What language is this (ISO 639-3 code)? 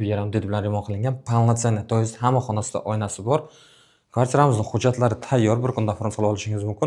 uzb